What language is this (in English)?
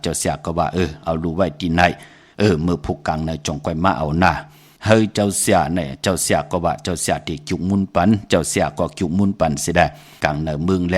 Shan